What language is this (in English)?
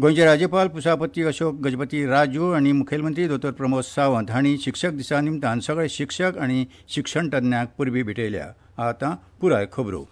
Konkani